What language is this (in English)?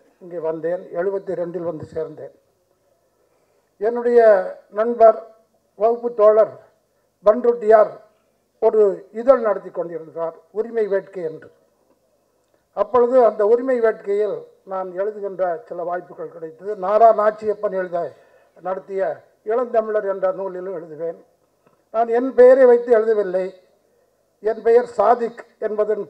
Tamil